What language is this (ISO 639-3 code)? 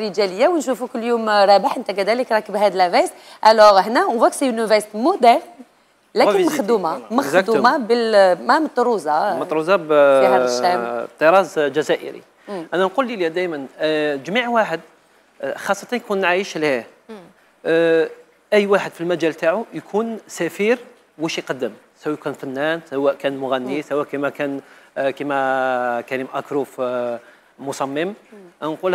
arq